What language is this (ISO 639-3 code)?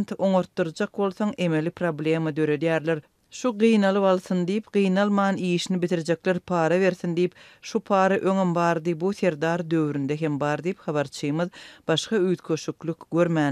tuk